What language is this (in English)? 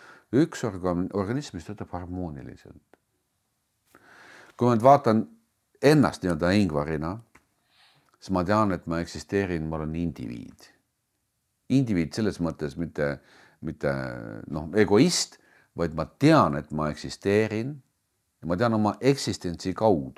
Estonian